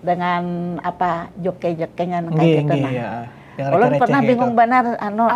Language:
Banjar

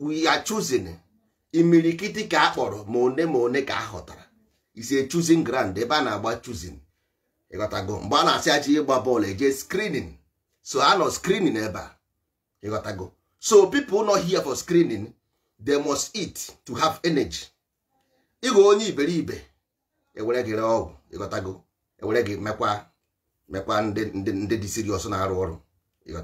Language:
Igbo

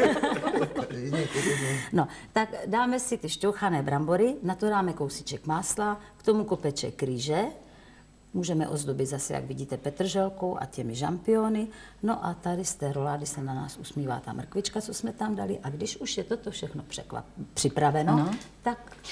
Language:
Czech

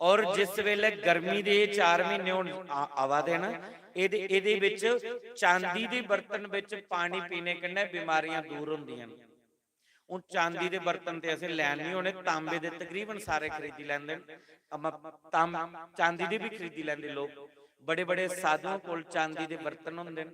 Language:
Dogri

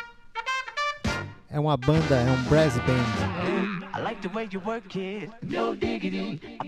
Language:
Portuguese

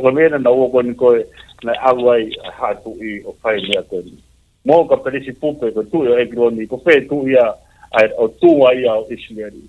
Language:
Tongan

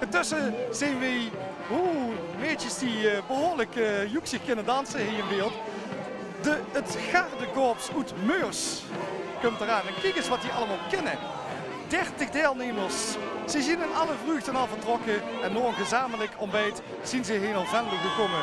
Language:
Limburgish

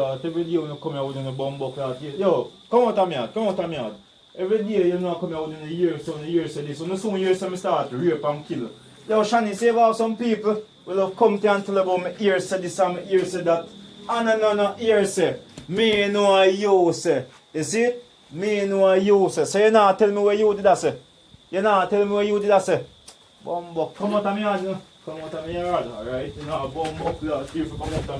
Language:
Jamaican Creole English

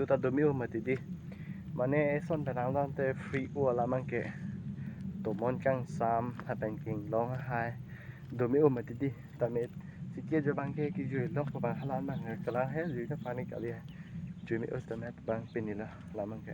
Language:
Karbi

